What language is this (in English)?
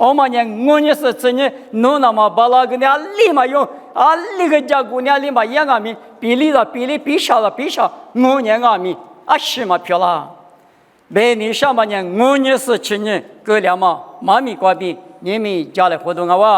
Lisu